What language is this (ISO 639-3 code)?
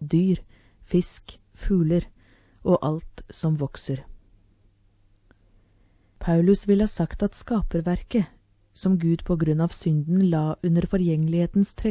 nor